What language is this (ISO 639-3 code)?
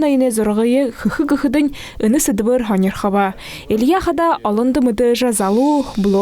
bua